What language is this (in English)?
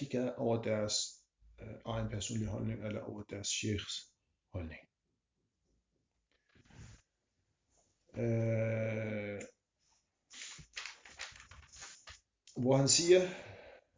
Danish